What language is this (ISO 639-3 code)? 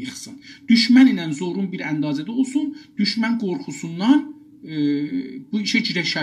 azb